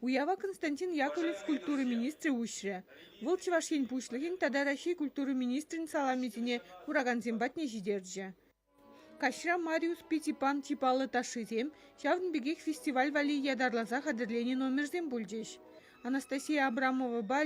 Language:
Chuvash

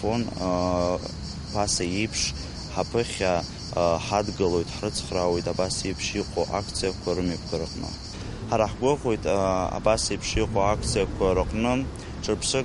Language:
Abkhazian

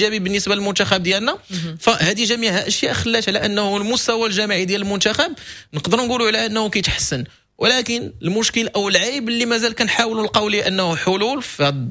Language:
Moroccan Arabic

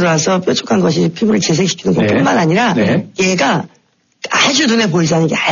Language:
Korean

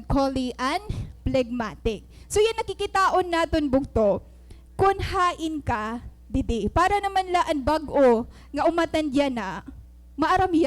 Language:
Waray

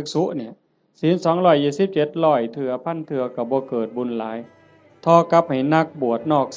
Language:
Northeastern Thai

